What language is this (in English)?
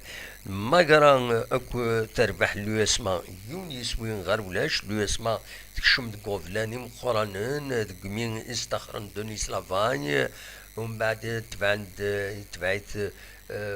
Kabyle